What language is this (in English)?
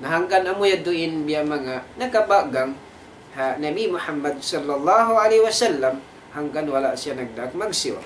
Tausug